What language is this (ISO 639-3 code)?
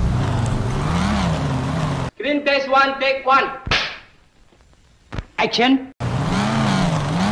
msa